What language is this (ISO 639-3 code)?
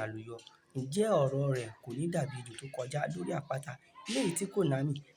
yor